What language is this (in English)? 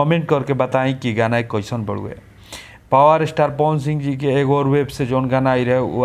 Bhojpuri